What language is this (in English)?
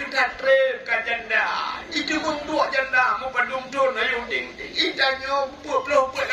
Achinese